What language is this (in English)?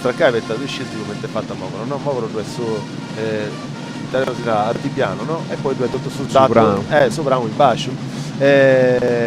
Sardinian